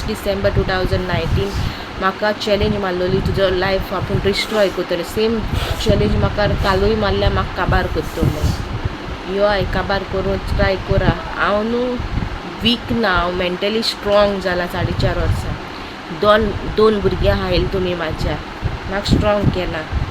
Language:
Konkani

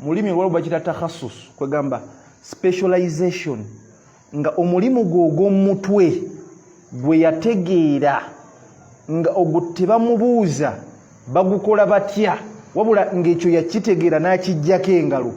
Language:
Ganda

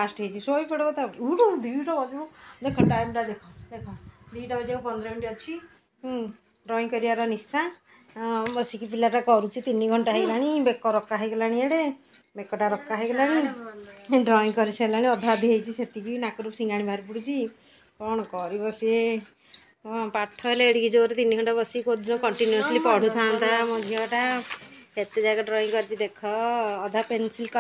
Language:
Odia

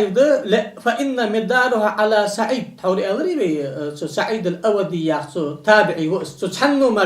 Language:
Ingush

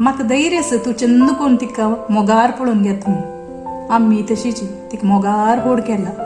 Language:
Konkani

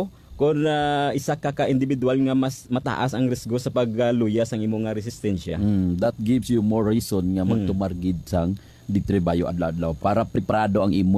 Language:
Hiligaynon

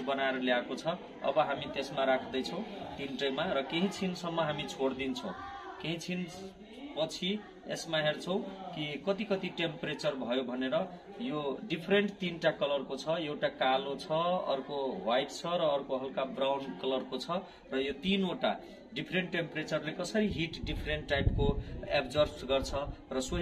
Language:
Nepali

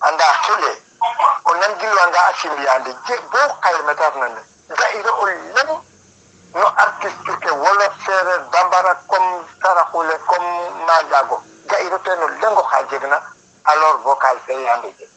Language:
Serer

